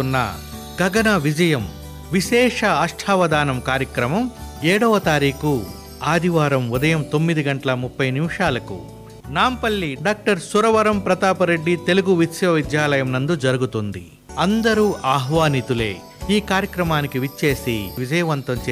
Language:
Telugu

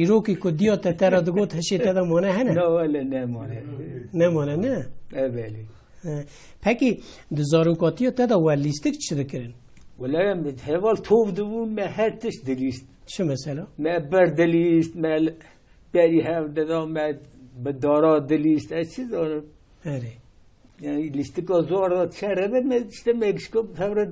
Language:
Kurdish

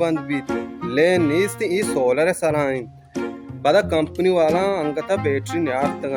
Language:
Baluchi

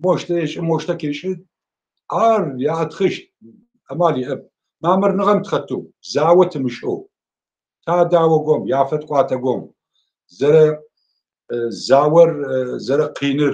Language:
Adyghe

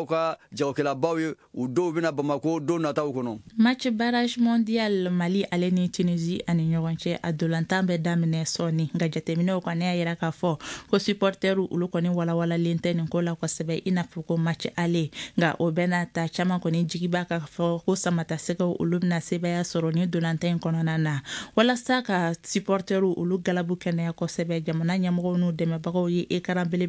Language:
Bambara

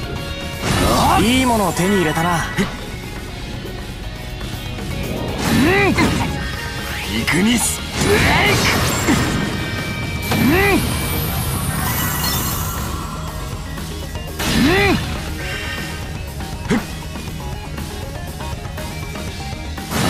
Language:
Japanese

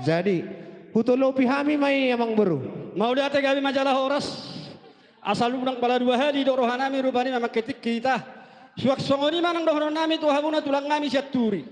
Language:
Batak Toba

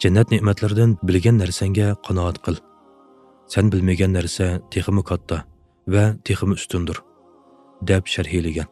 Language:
Uyghur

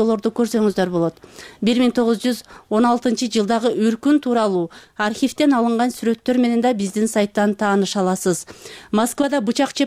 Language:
Kyrgyz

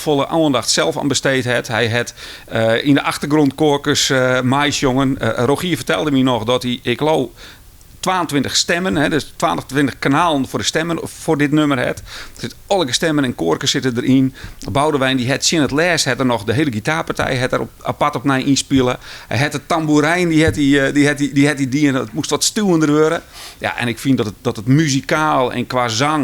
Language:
Western Frisian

